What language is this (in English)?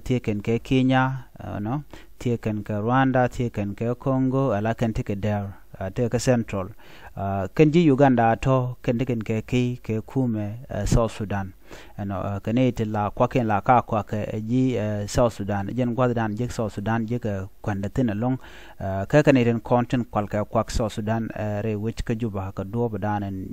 Nuer